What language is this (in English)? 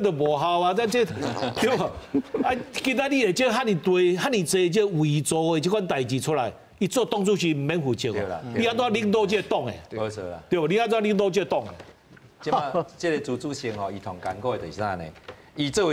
Min Nan Chinese